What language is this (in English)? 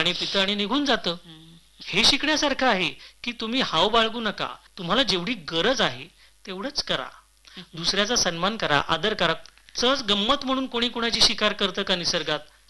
Marathi